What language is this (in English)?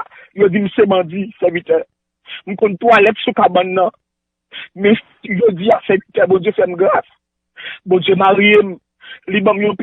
Haitian Creole